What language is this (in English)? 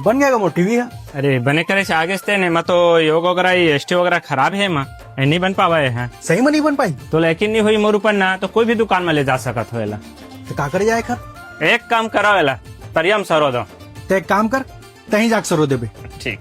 Chhattisgarhi